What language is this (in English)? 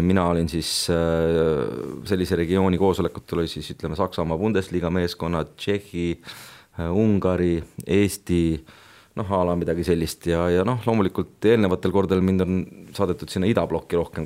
Estonian